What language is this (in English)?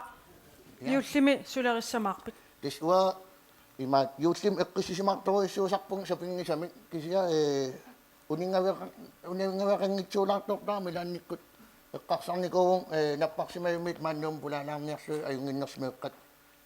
Kalaallisut